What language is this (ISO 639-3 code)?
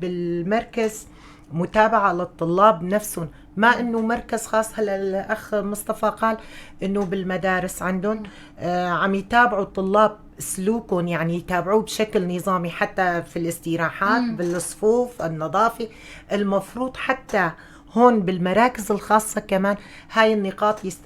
apc